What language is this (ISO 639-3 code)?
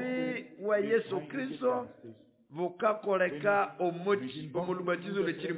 nnb